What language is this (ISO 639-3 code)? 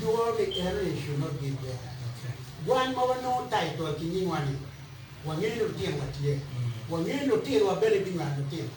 ach